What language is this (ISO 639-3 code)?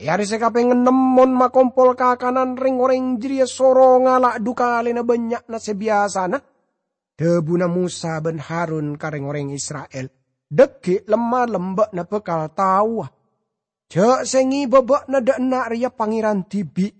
mad